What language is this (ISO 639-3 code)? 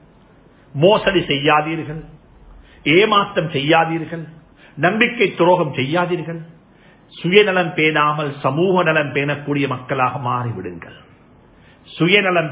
tam